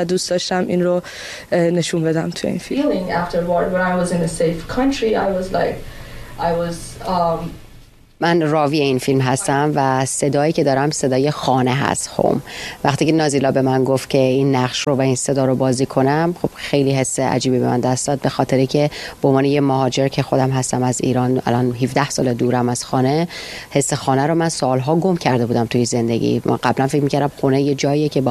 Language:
Persian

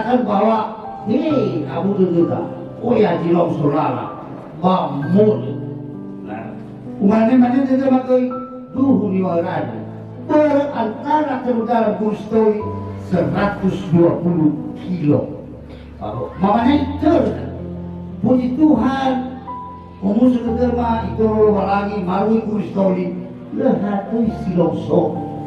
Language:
Nias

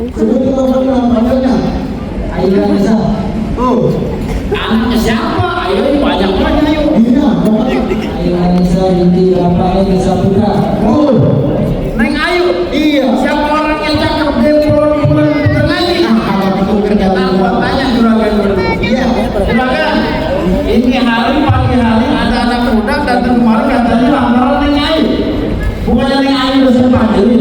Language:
Betawi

